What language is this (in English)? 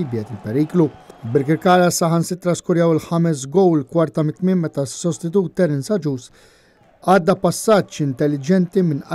Maltese